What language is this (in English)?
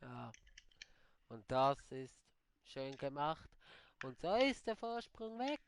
Swiss German